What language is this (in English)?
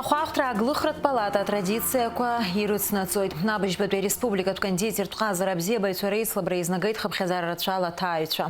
Abkhazian